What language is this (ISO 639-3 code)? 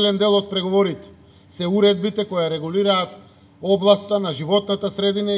mkd